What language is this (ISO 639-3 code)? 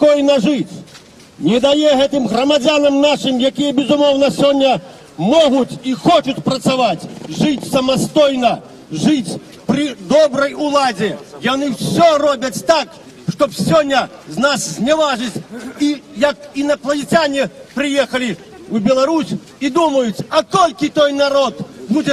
bel